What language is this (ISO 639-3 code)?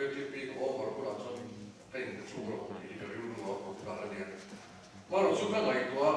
lus